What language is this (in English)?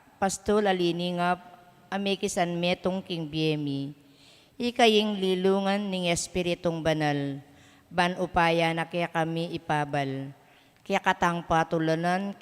Pampanga